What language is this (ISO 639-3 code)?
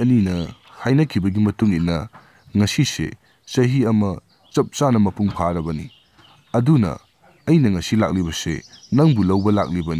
mni